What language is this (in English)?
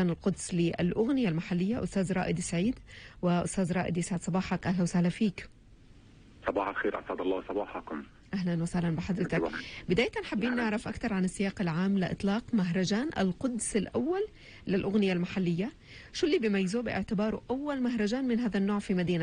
North Levantine Arabic